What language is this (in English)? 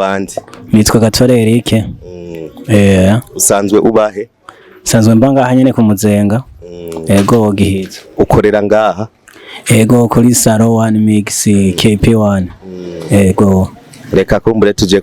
Rundi